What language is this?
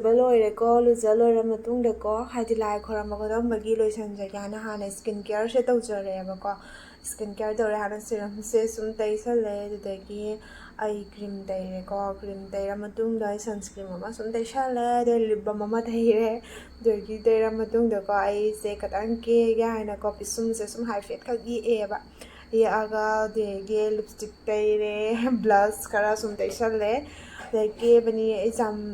Manipuri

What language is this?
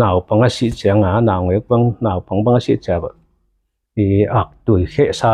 Tedim Chin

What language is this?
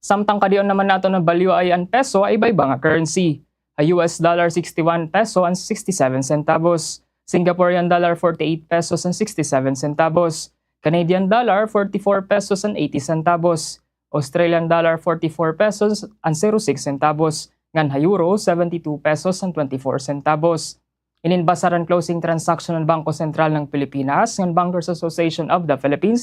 Waray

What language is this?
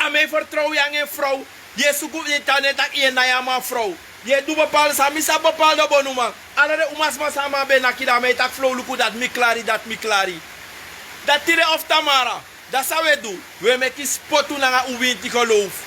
Sranan Tongo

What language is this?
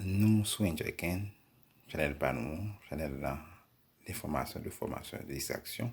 Haitian Creole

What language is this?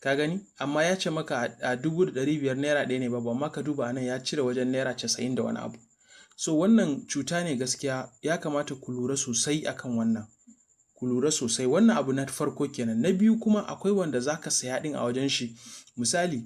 Hausa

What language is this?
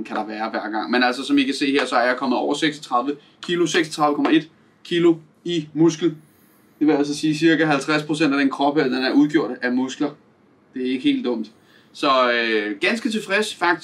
Danish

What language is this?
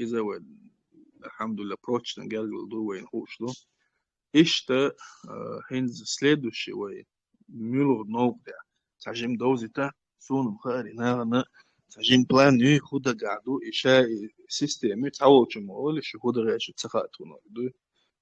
Chechen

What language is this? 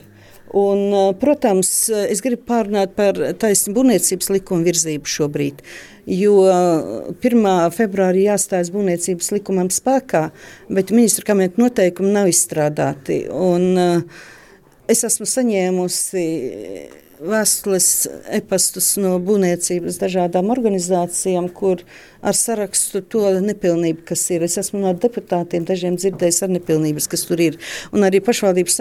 Latvian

